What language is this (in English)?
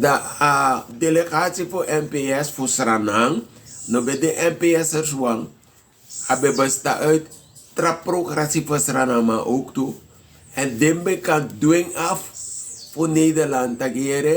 Sranan Tongo